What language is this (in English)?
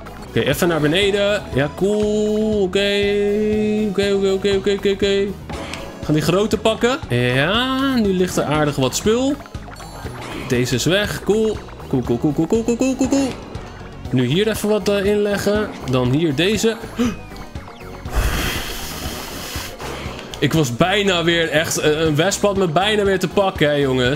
Dutch